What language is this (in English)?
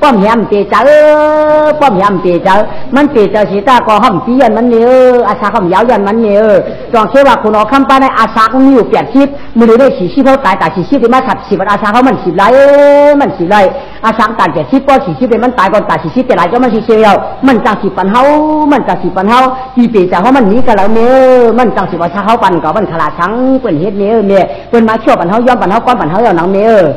Shan